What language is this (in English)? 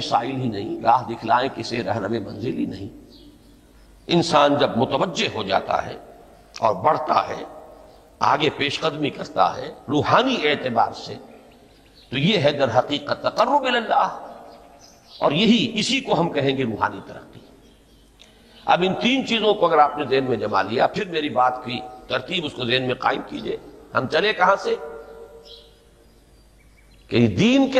Urdu